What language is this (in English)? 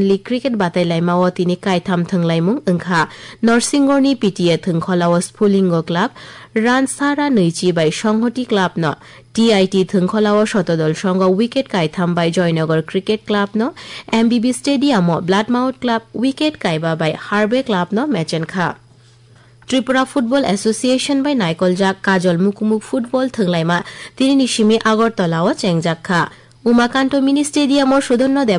Kok Borok